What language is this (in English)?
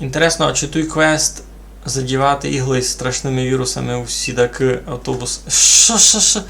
Rusyn